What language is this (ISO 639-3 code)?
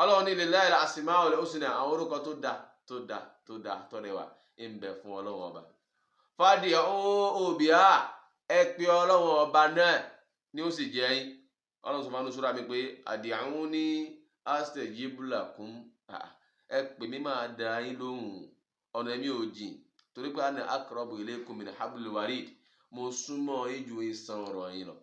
yor